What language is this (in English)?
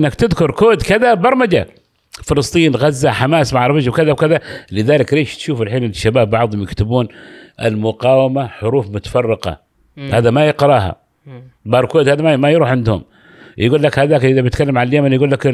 Gulf Arabic